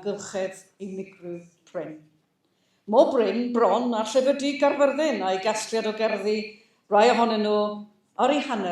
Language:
Welsh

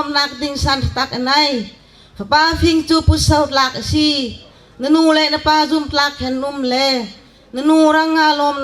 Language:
Bawm Chin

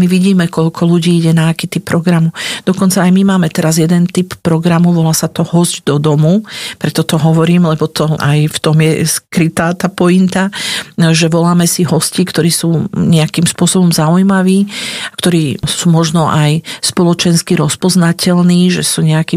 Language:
Slovak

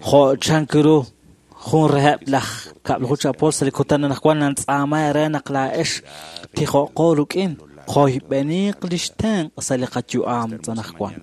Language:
Kekchí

